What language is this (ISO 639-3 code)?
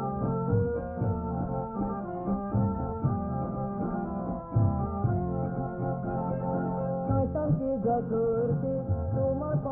ben